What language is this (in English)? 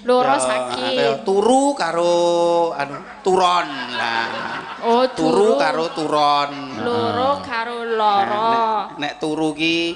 Javanese